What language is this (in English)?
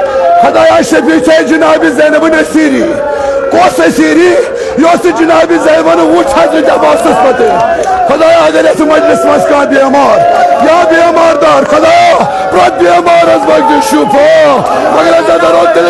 Kashmiri